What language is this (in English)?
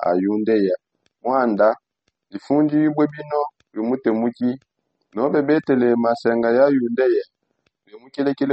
Songe